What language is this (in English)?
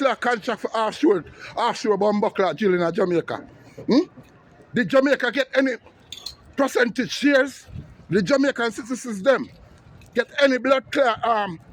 Jamaican Creole English